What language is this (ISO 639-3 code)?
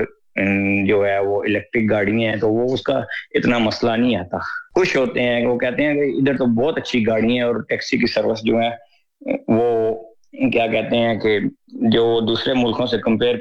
urd